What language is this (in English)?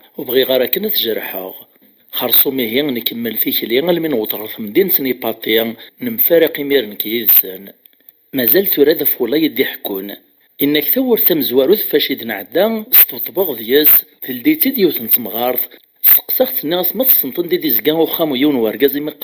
Kabyle